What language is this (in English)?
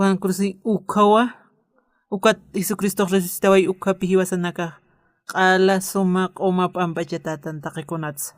Aymara